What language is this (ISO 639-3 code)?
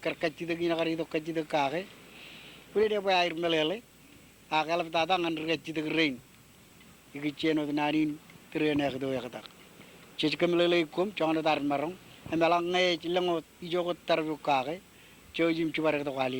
mah